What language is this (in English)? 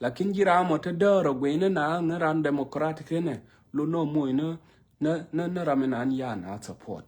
Nuer